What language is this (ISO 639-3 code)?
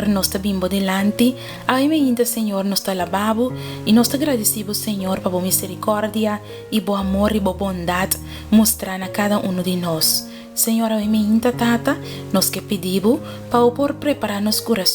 pap